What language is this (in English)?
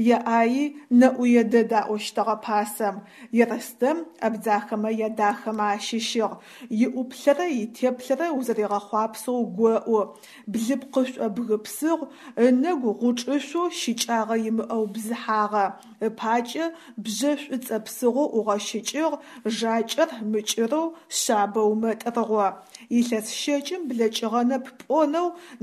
Adyghe